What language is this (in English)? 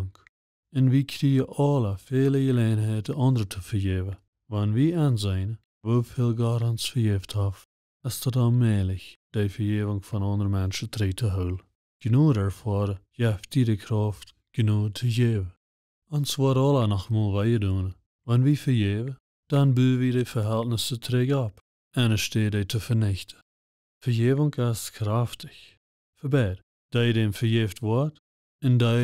Plautdietsch